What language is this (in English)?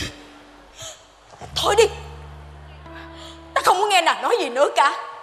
Vietnamese